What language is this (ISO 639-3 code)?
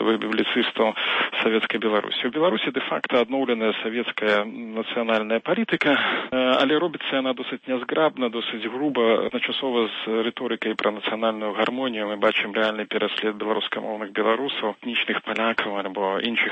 bel